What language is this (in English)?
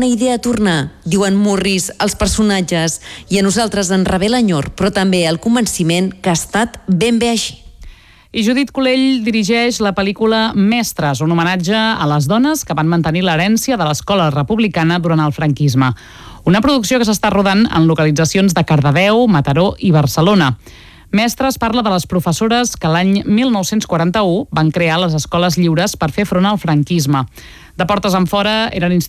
Catalan